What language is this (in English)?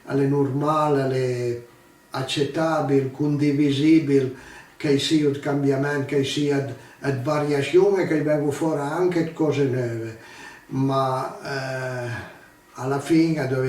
Piedmontese